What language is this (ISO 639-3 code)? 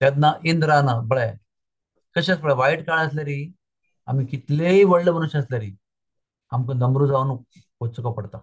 kok